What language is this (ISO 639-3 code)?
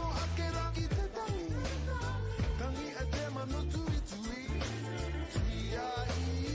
mri